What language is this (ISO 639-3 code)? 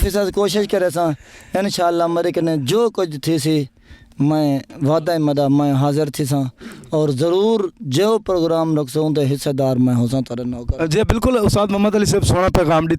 skr